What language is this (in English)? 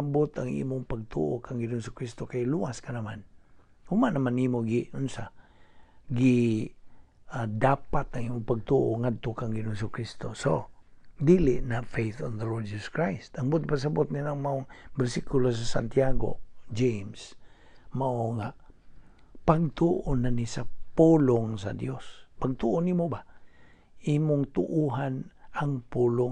Cebuano